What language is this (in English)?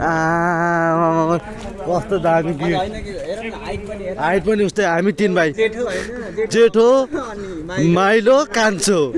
Nepali